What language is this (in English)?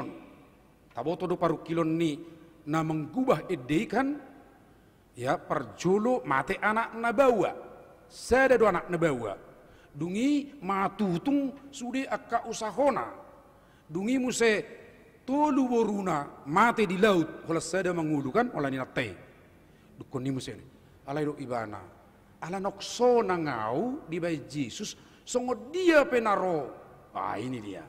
Batak Toba